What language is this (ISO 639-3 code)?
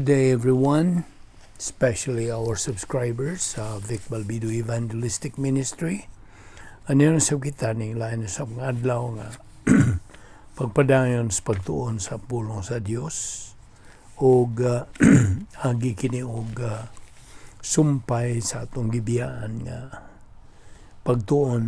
ceb